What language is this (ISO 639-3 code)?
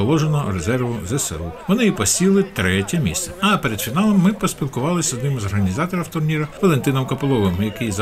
ukr